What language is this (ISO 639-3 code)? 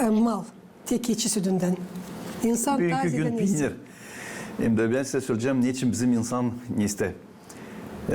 gag